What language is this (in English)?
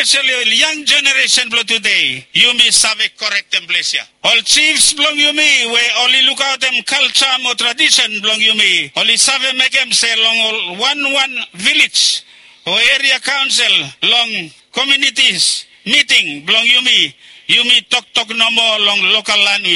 Bislama